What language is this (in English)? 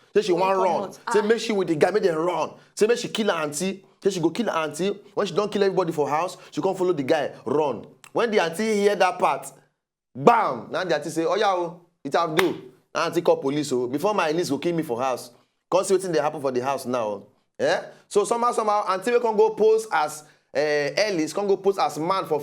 Nigerian Pidgin